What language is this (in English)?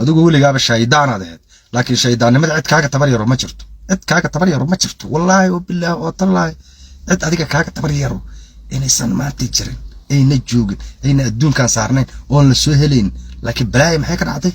Somali